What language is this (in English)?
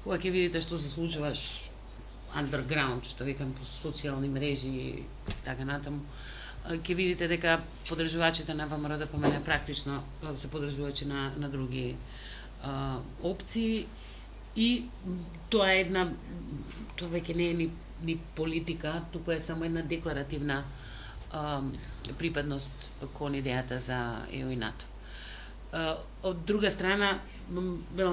Macedonian